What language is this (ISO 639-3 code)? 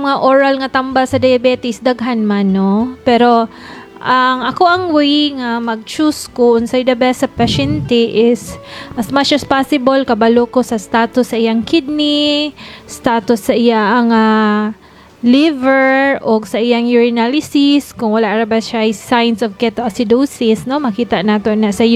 ceb